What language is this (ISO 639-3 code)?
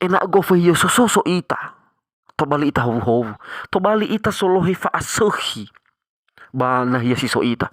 nia